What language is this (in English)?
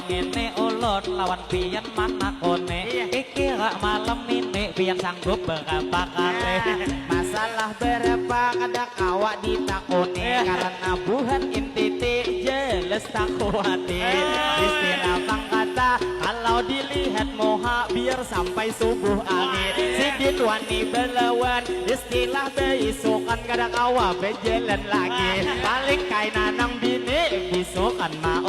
Banjar